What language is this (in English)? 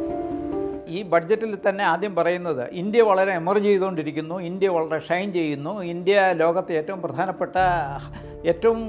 Malayalam